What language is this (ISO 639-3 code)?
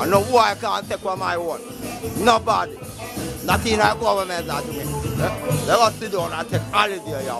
jam